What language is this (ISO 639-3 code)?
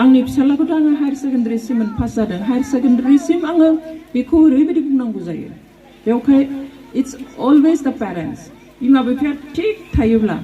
brx